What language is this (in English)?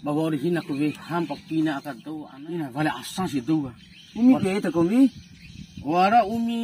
Bima